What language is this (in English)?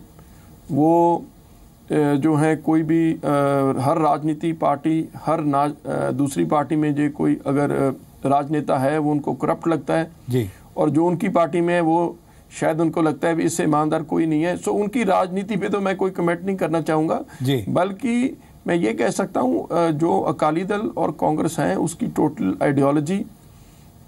Hindi